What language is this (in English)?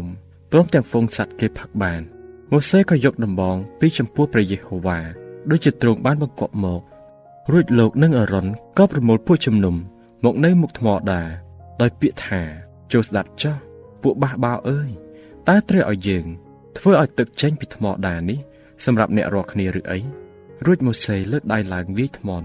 Khmer